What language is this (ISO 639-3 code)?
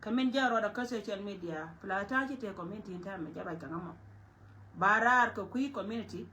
nus